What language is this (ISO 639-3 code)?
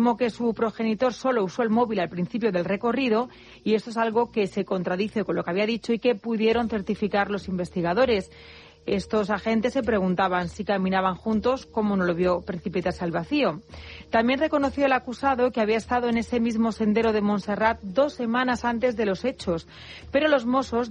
spa